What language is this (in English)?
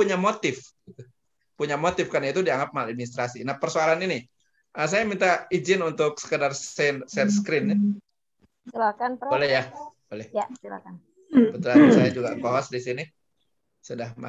Indonesian